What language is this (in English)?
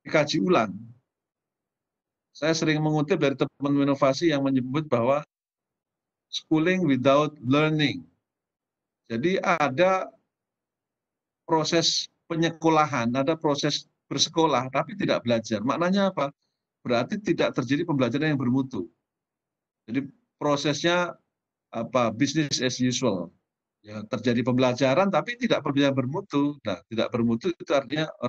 Indonesian